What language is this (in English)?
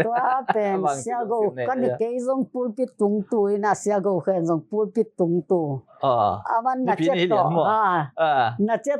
Tedim Chin